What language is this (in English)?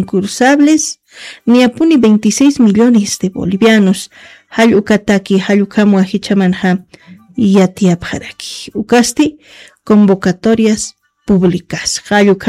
Aymara